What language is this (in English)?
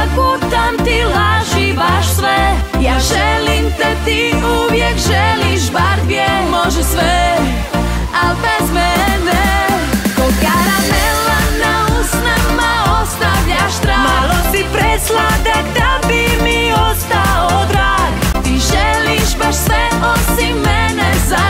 Croatian